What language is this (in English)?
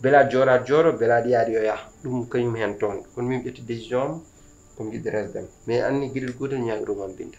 Fula